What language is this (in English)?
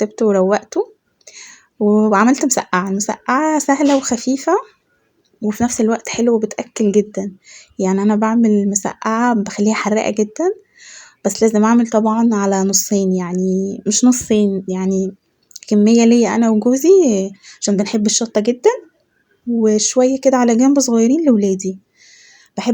Egyptian Arabic